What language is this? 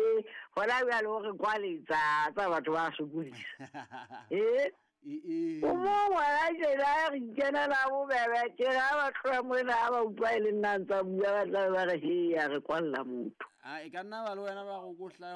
Southern Sotho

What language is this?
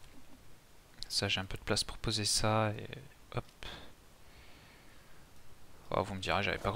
French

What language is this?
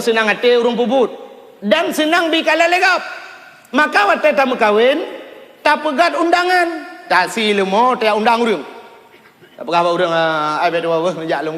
Achinese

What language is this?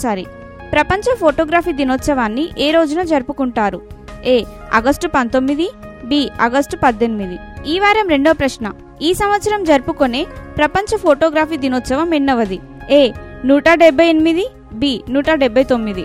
Telugu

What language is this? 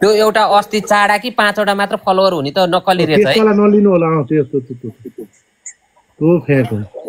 Nepali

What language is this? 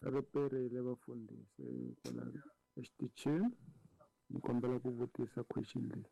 Tsonga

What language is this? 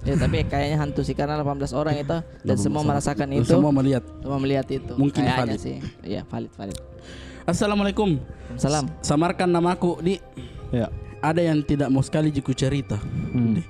Makassar Malay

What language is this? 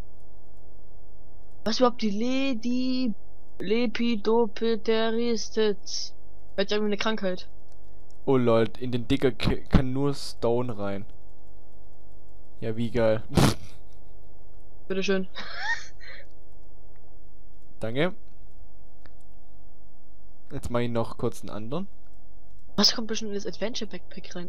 German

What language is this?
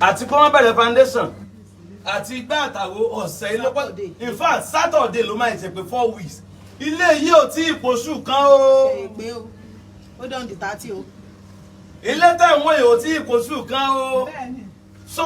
Yoruba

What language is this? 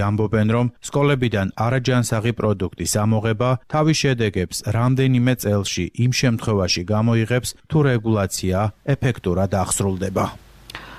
Georgian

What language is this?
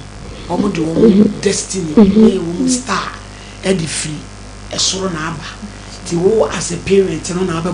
Akan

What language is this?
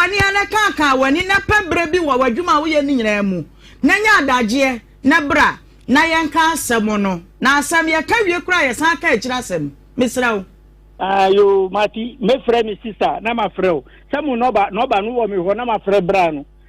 Akan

